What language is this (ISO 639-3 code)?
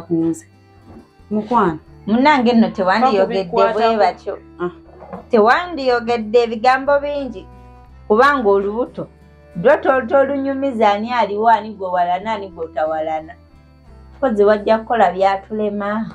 lug